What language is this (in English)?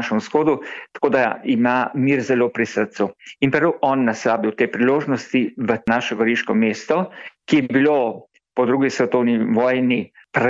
Slovenian